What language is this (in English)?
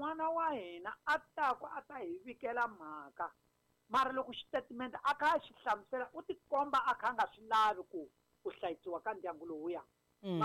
Tsonga